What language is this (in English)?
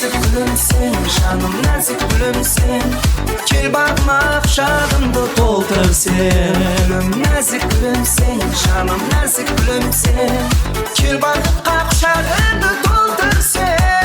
Kara-Kalpak